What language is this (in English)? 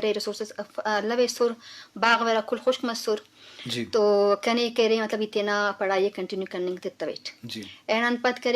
Brahui